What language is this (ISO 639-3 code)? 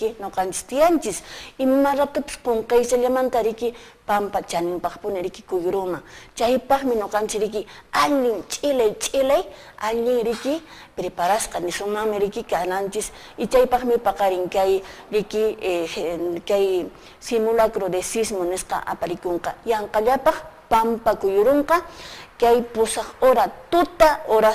que